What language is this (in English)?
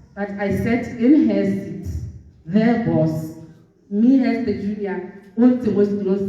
Tswana